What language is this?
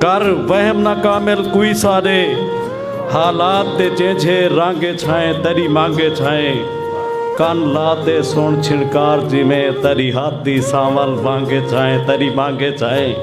Saraiki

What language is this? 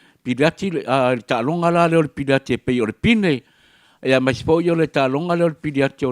Samoan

